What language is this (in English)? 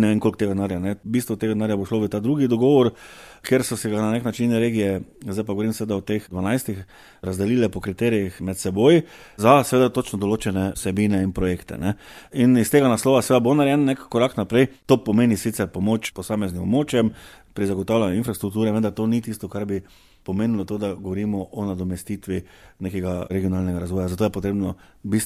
Slovenian